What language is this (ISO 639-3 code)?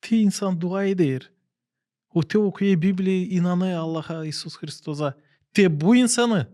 gag